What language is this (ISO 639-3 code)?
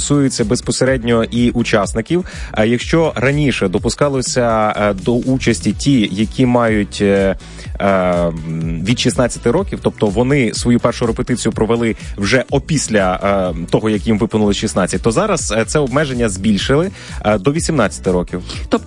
ukr